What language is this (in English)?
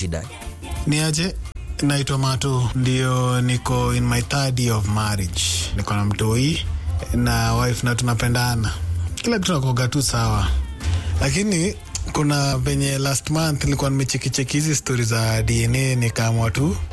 Swahili